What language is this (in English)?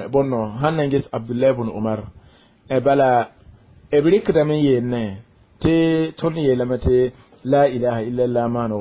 Mossi